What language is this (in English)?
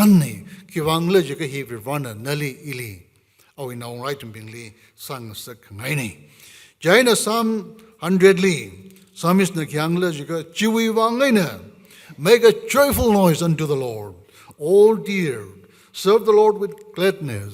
Tangkhul Naga (India)